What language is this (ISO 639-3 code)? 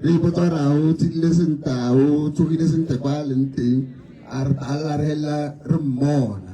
tsn